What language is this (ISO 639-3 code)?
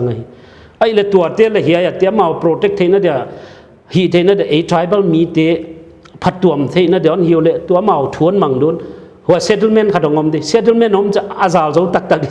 pck